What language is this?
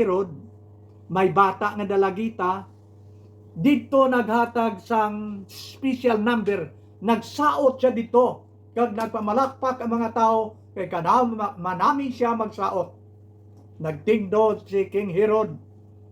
Hiligaynon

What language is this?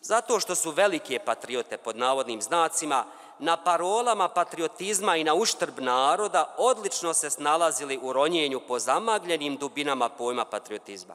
Bosnian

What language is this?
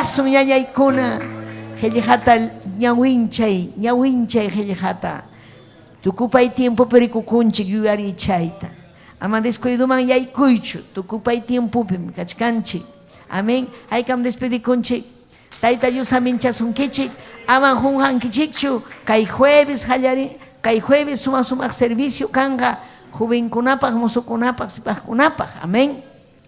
Ayacucho Quechua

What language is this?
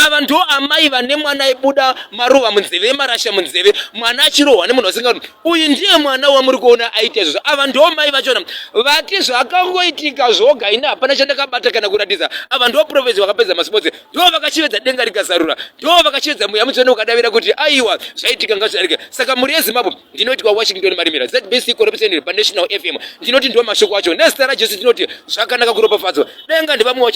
Shona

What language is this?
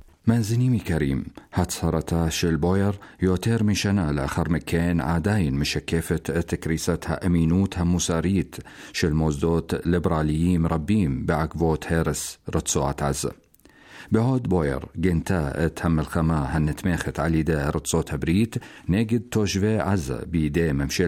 Hebrew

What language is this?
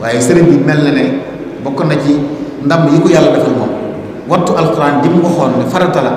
Wolof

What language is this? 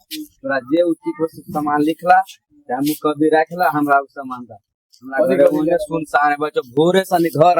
Maithili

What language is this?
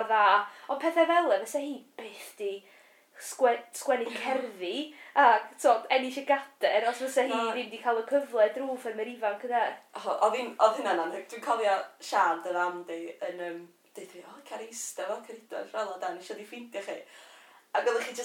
Welsh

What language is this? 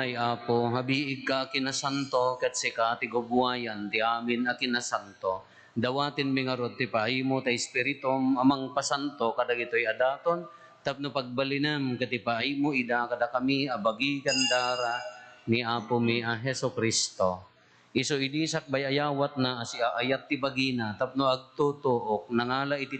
Iloko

